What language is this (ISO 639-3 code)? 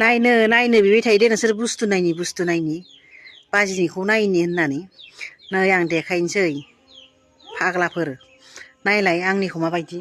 brx